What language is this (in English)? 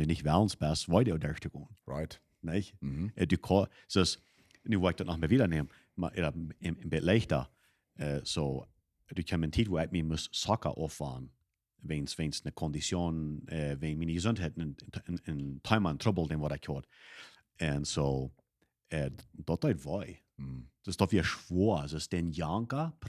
Plautdietsch